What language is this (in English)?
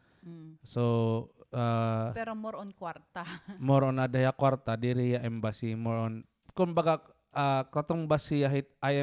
Waray